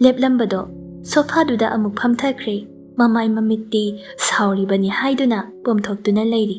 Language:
Manipuri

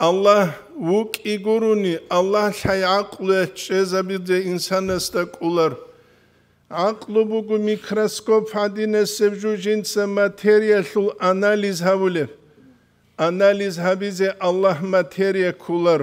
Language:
Avaric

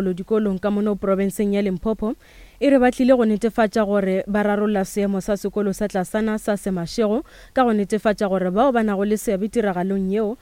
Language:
Northern Sotho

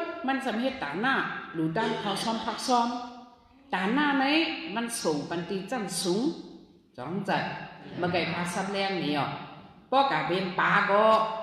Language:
Shan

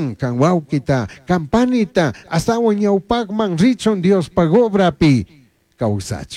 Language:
Chimborazo Highland Quichua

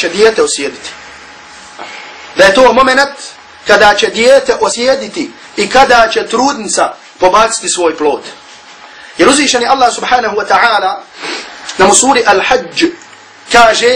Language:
Bosnian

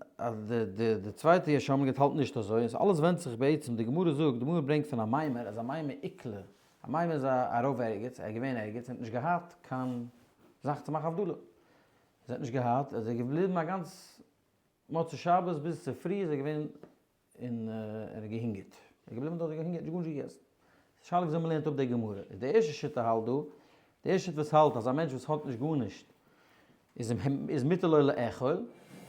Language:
Yiddish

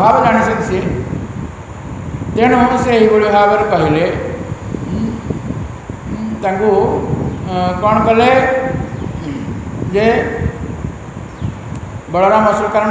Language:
Odia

